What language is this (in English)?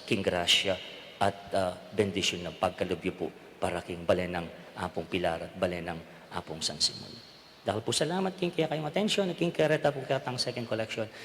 Pampanga